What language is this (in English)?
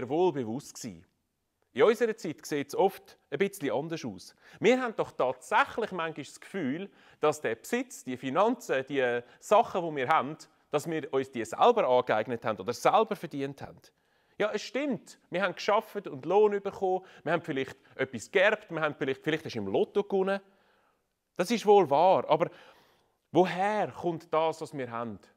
Swiss German